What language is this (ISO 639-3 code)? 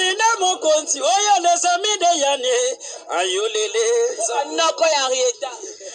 lin